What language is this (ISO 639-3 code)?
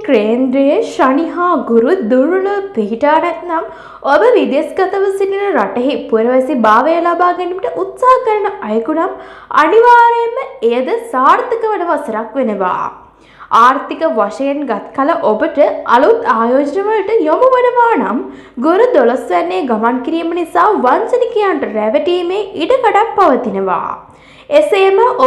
sin